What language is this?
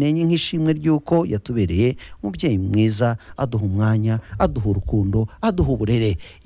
Kinyarwanda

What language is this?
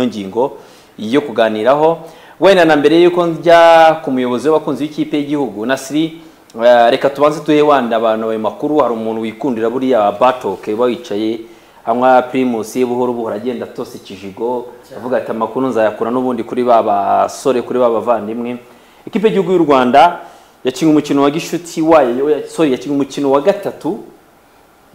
Kinyarwanda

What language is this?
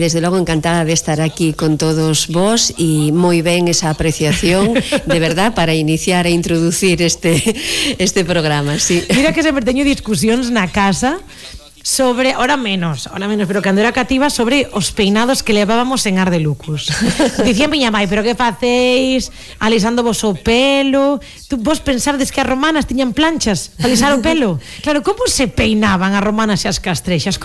Galician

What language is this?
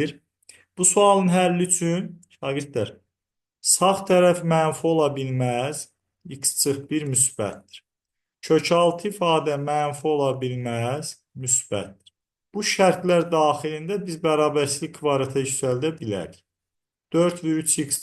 Azerbaijani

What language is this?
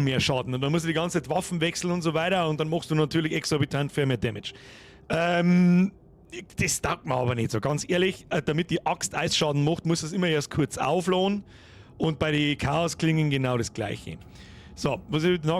Bavarian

